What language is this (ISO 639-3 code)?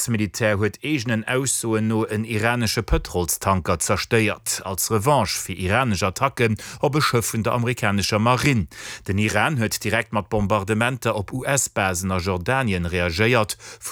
ltz